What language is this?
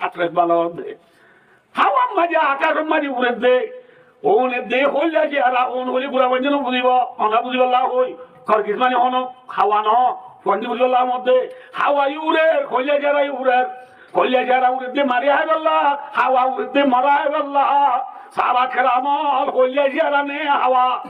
Rohingya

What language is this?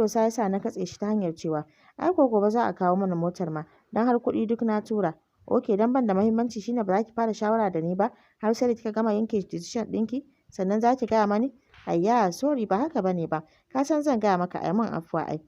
Hausa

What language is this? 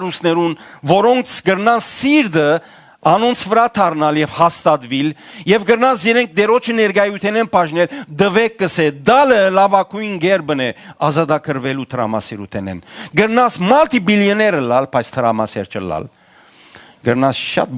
Western Armenian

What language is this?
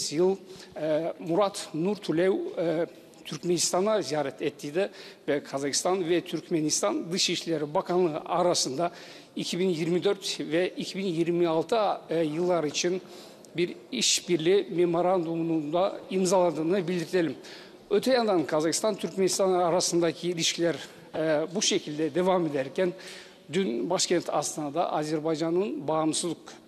Turkish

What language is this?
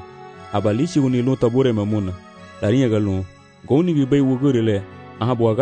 Garifuna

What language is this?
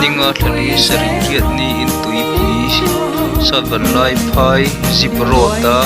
Mizo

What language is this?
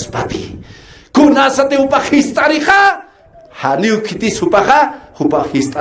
Aymara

